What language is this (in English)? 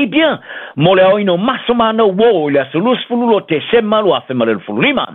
Samoan